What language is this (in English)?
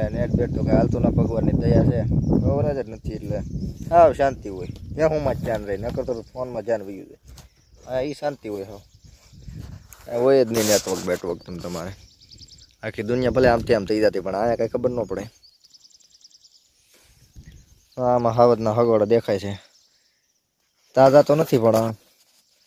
Gujarati